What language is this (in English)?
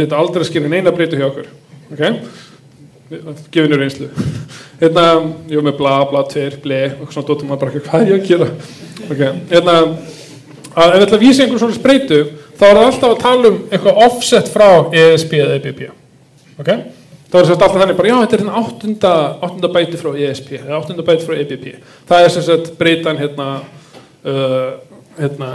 Icelandic